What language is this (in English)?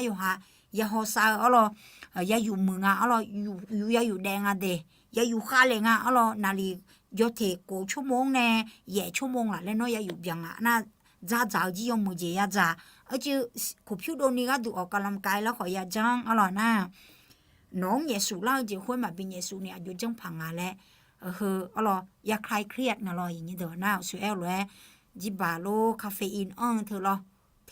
Akha